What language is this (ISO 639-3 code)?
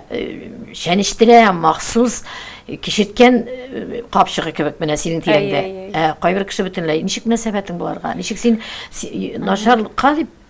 tat